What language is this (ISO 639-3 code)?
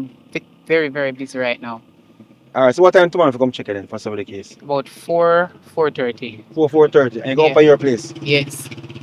jam